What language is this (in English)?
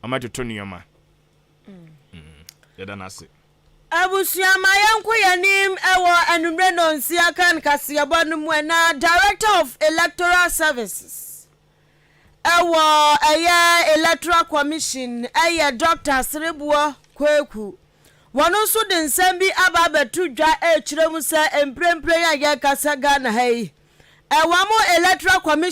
Akan